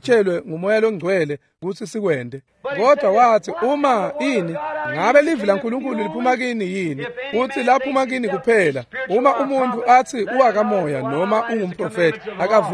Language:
Swati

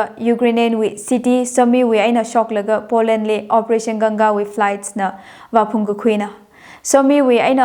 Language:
Tangkhul Naga (India)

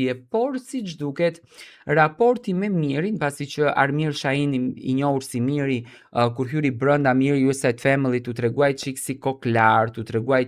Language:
Albanian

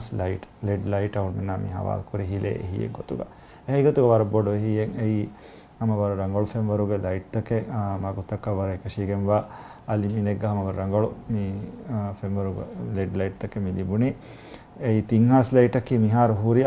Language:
Divehi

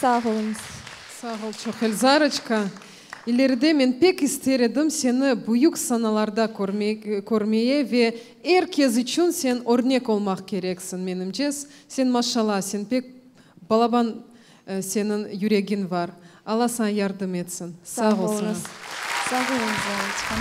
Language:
Crimean Tatar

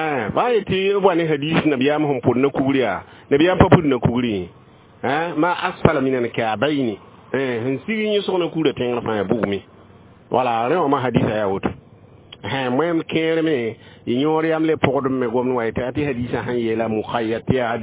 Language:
Mossi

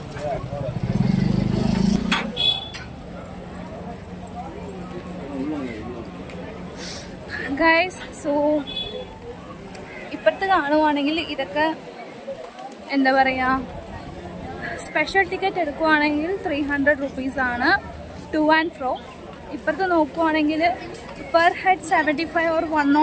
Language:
Malayalam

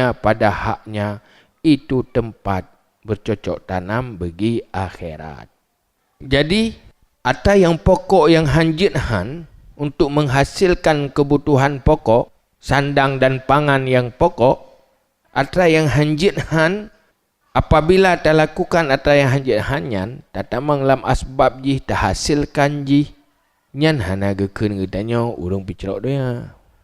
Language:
Achinese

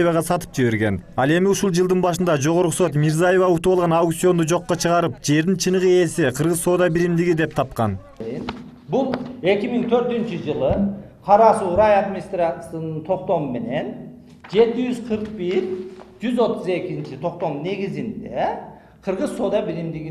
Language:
Kyrgyz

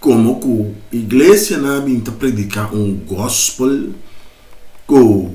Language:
Papiamento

